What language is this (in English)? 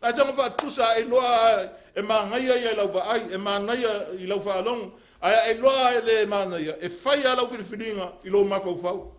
Samoan